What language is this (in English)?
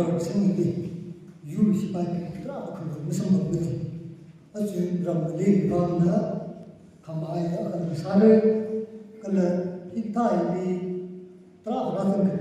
Tangkhul Naga (India)